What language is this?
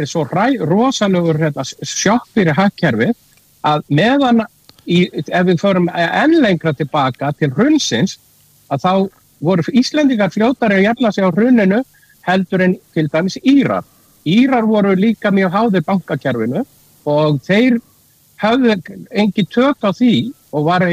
Icelandic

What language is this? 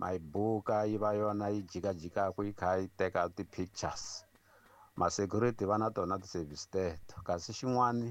Tsonga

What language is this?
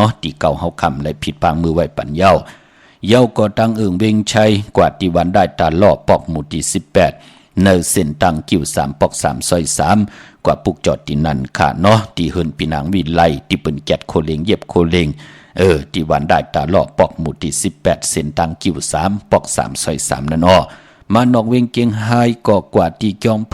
Shan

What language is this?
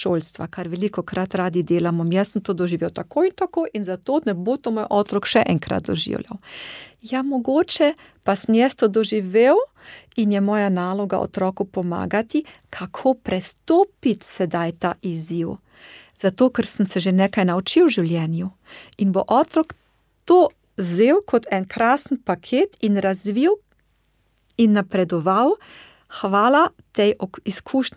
Slovenian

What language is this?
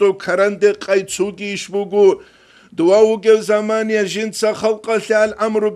Avaric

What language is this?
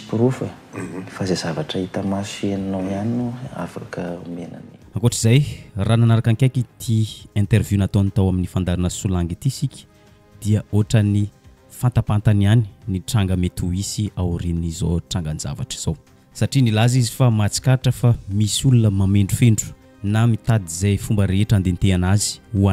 Malagasy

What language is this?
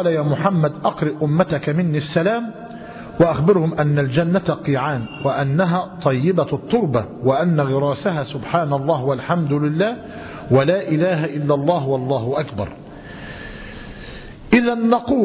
Arabic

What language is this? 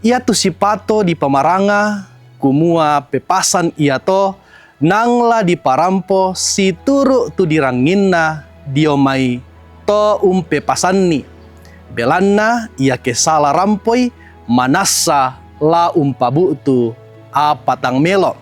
Toraja-Sa'dan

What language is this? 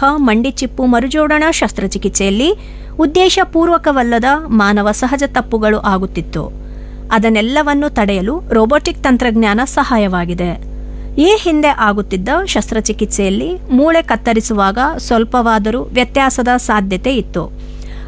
Kannada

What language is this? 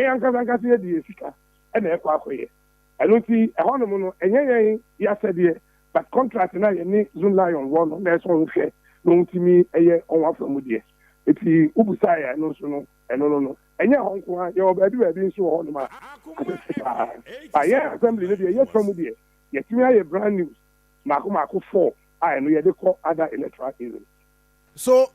Akan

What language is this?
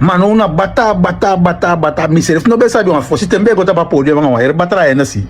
Sranan Tongo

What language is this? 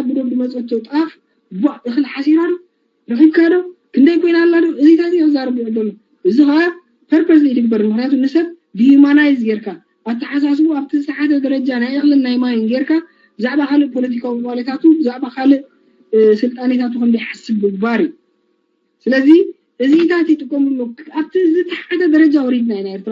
Tigrinya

